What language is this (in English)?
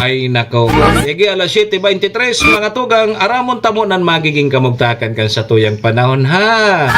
Bikol